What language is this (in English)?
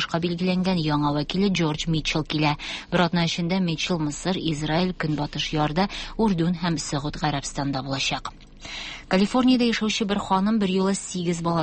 Tatar